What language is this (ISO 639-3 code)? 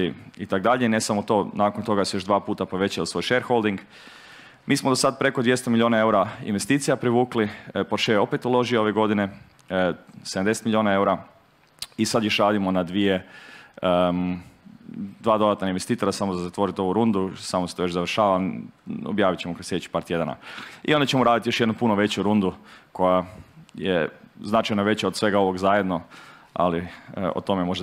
hrv